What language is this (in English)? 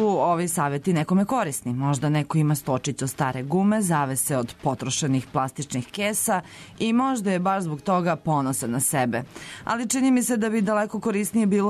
Serbian